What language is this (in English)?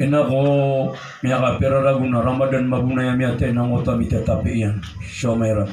Maranao